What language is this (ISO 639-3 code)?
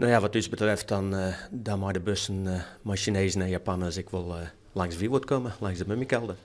fry